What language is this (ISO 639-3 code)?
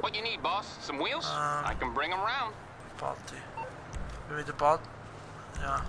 gsw